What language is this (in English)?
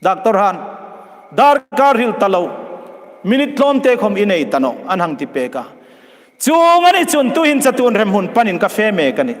Hmar